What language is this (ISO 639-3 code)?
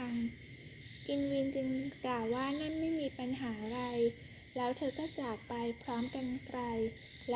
tha